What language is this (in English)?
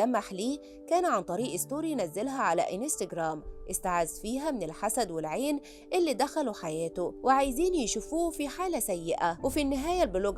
Egyptian Arabic